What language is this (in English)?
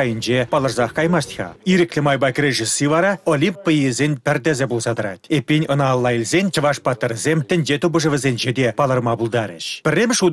Chuvash